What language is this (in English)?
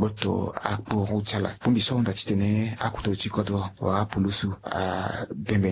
Sango